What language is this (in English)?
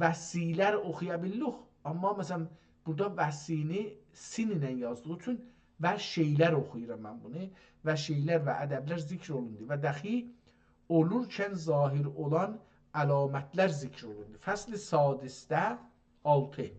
South Azerbaijani